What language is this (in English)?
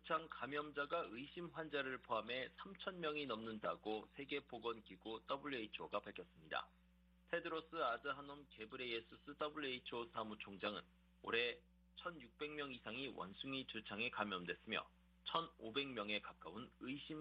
Korean